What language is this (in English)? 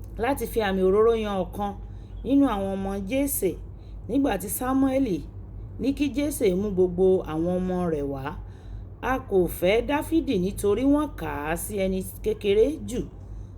Yoruba